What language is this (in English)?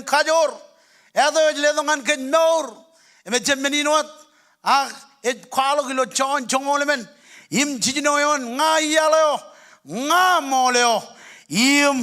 Marshallese